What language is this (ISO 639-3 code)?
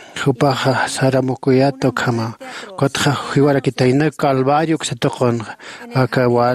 aym